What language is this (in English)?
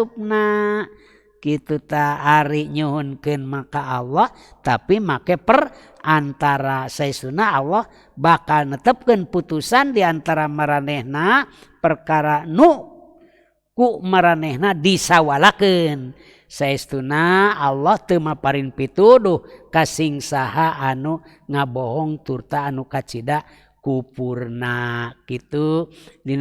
Sundanese